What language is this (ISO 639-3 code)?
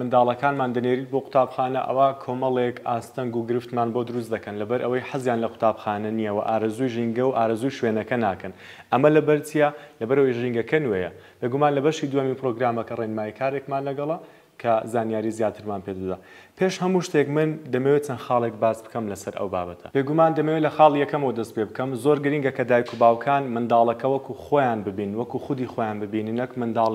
ckb